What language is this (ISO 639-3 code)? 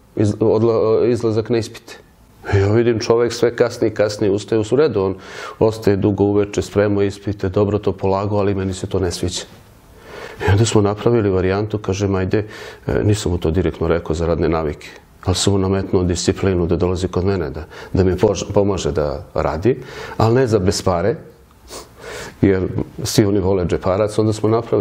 srp